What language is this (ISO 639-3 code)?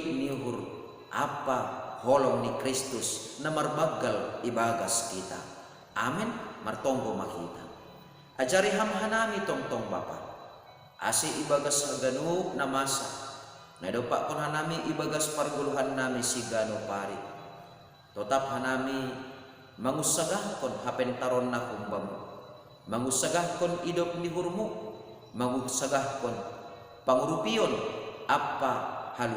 bts